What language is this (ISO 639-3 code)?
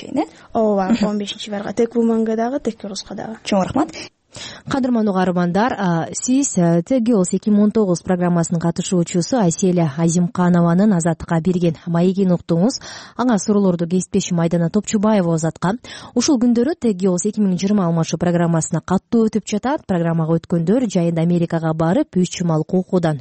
kir